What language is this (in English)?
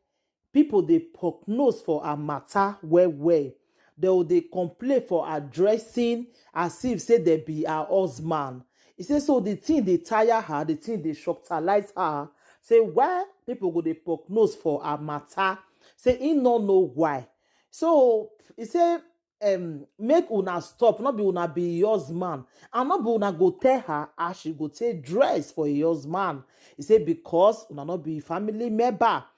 Nigerian Pidgin